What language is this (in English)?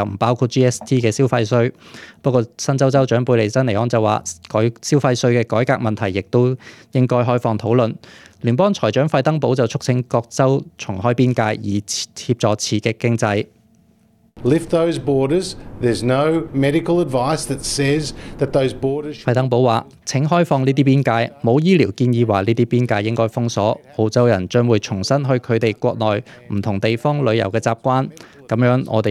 Cantonese